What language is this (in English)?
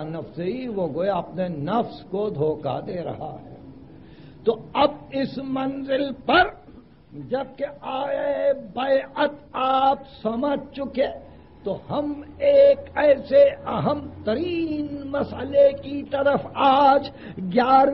Urdu